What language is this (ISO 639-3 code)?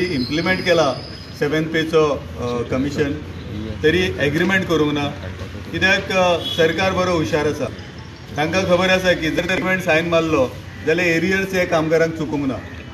kok